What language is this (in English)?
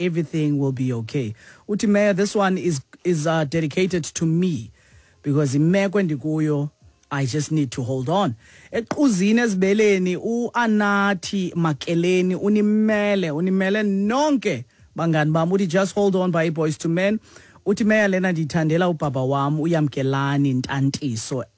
Xhosa